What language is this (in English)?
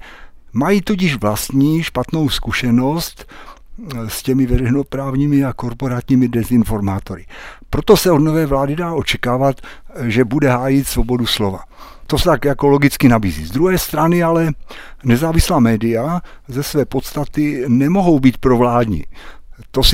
Czech